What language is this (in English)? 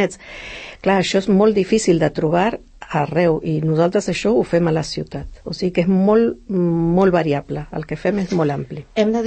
Catalan